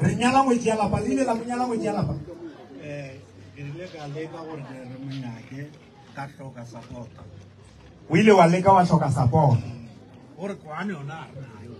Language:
Northern Sotho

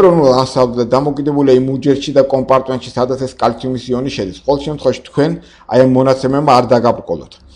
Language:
Georgian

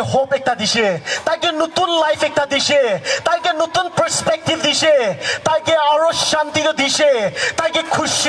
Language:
Naga Pidgin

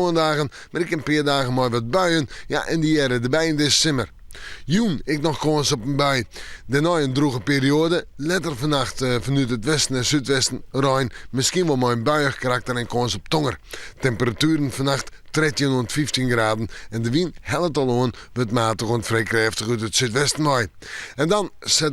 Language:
Western Frisian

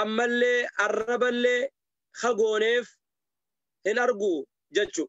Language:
Oromo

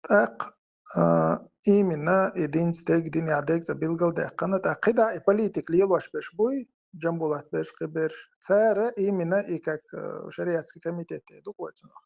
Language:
Chechen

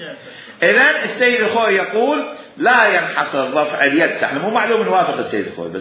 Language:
Mesopotamian Arabic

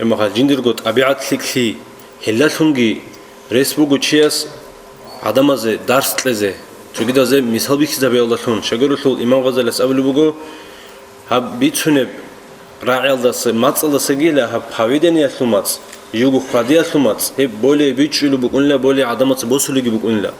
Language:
Avaric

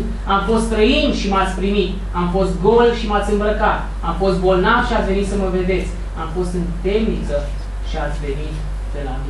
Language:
Romanian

